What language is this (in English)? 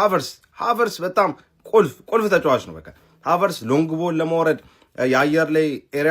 Amharic